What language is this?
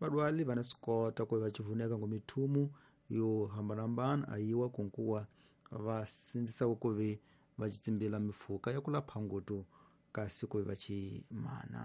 Tsonga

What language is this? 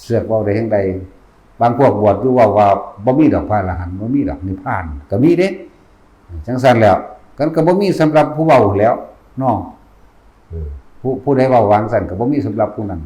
Northeastern Thai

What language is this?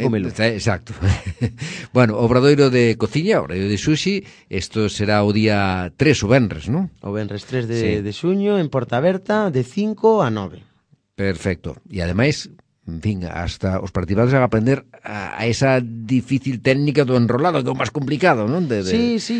Galician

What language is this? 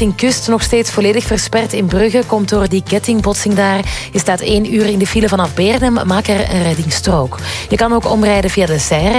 Dutch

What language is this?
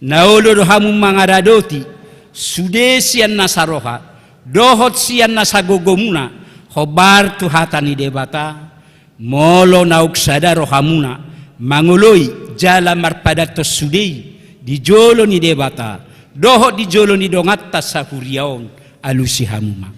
Batak Toba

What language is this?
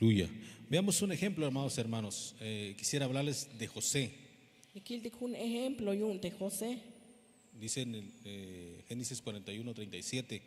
Tzeltal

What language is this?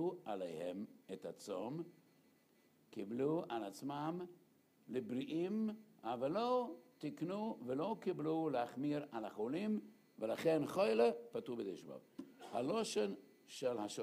Hebrew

